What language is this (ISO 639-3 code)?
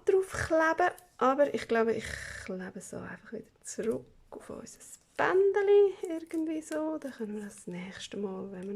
gsw